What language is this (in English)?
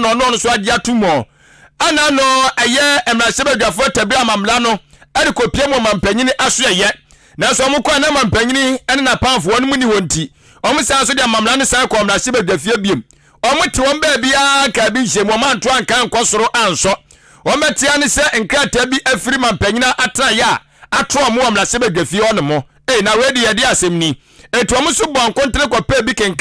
Akan